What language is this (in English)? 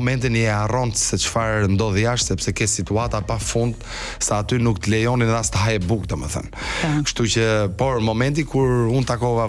Albanian